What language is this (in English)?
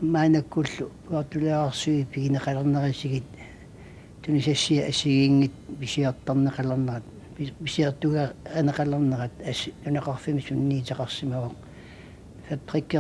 Kalaallisut